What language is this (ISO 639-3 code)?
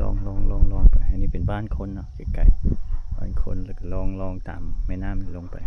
lao